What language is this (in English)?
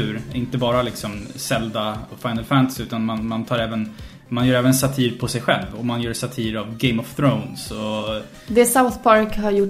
Swedish